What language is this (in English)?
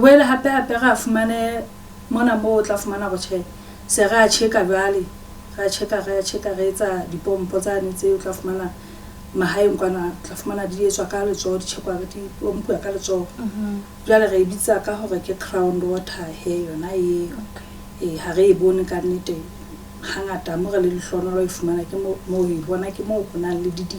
Southern Sotho